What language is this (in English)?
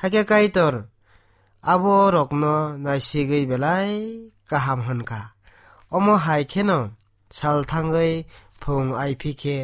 Kok Borok